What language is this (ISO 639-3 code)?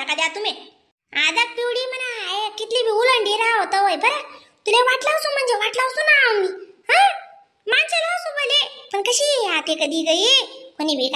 khn